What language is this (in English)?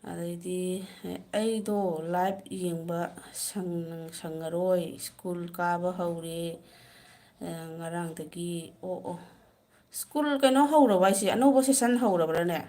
Manipuri